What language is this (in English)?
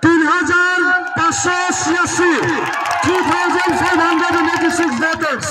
Kok Borok